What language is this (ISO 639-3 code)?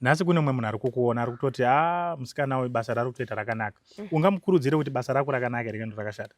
sna